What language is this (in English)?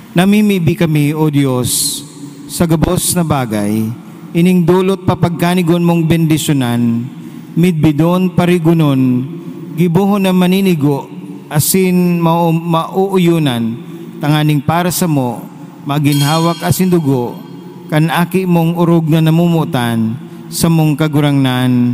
Bikol